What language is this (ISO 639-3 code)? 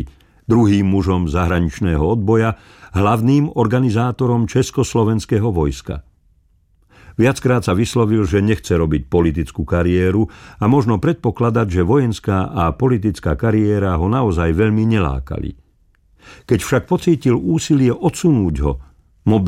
slk